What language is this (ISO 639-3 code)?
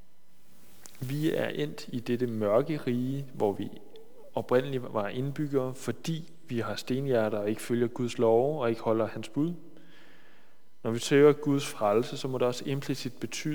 dan